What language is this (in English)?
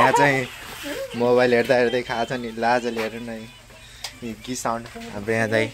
Nepali